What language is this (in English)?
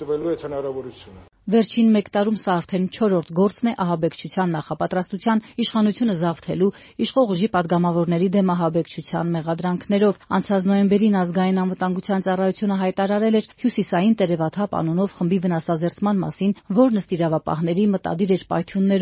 Armenian